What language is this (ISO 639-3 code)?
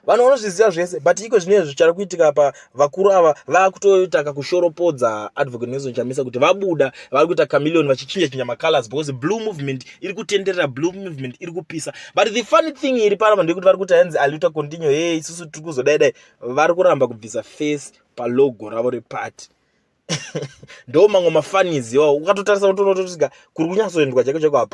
sna